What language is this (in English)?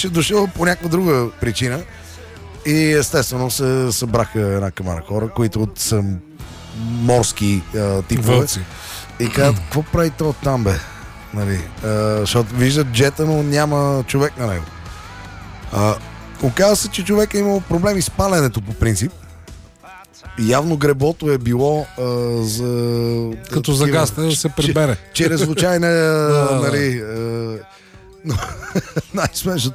Bulgarian